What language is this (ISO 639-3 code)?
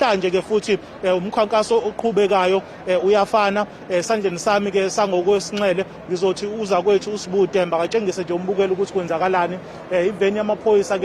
zul